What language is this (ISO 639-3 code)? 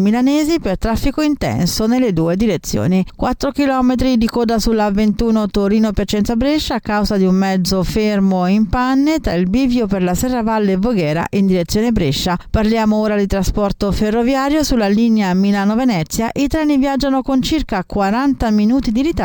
ita